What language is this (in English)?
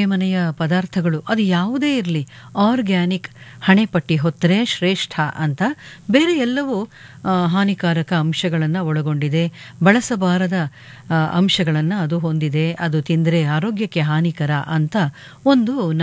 Kannada